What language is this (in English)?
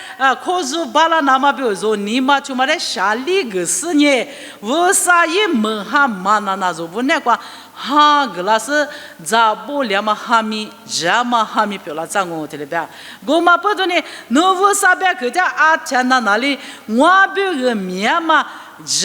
Lisu